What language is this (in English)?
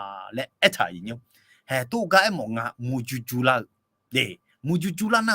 Akha